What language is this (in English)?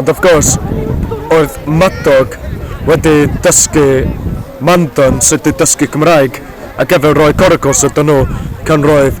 Welsh